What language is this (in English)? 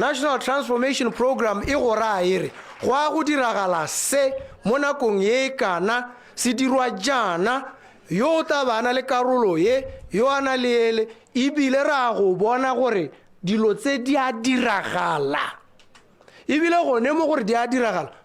Tswana